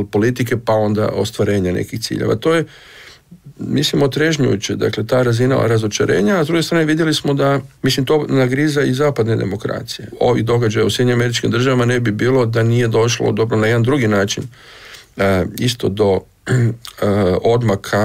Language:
Croatian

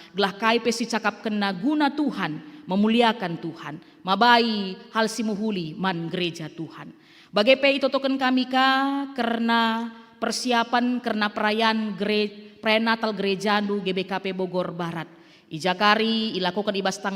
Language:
Batak Karo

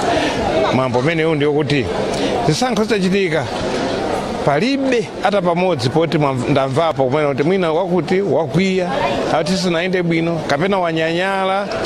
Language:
Nyanja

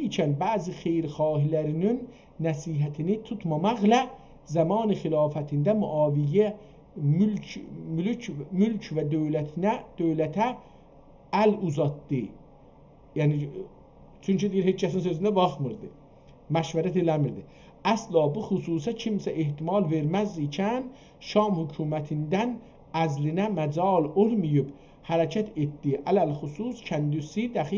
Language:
South Azerbaijani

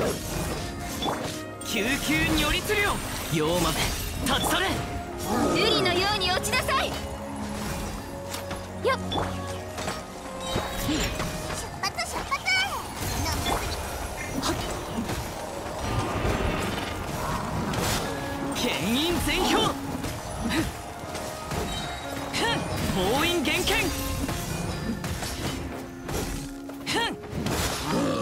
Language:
Japanese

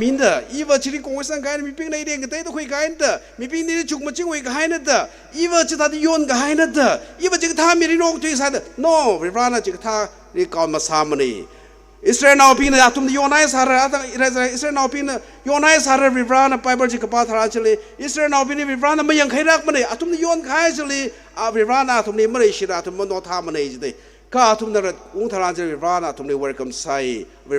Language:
Tangkhul Naga (India)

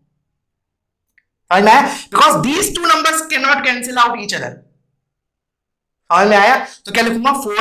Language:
Hindi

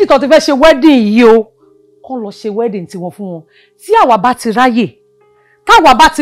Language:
Yoruba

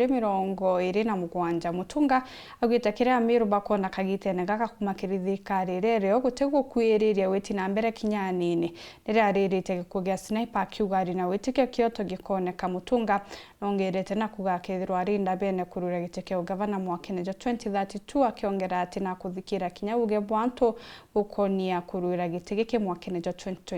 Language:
Meru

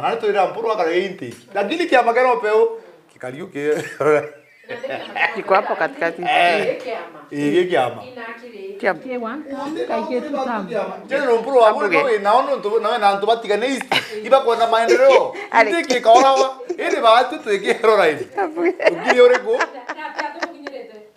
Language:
Meru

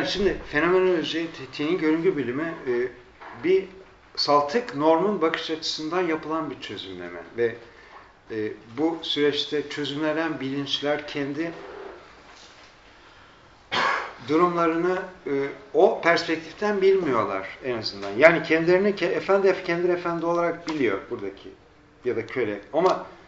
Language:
Turkish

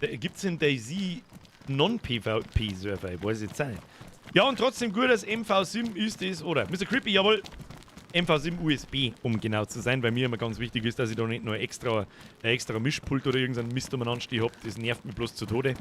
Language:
Bavarian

